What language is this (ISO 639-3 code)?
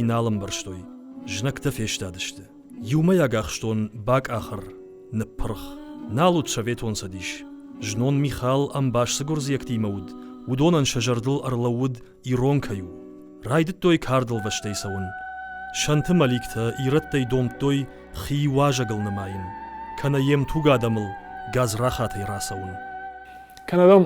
oss